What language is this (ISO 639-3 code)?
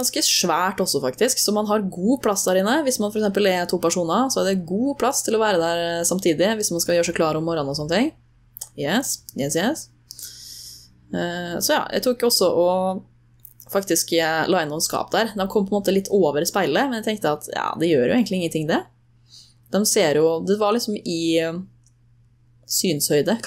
nor